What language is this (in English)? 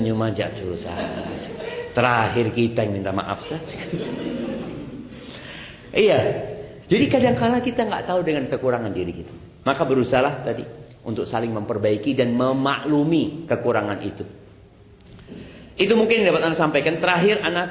Indonesian